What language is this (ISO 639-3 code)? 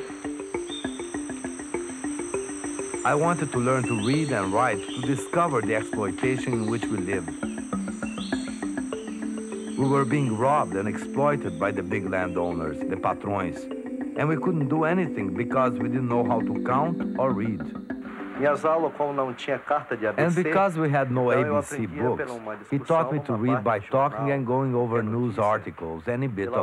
eng